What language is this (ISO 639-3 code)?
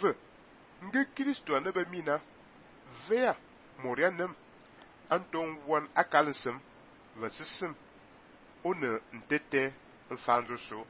fan